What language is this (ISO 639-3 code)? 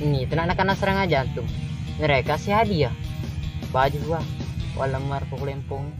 bug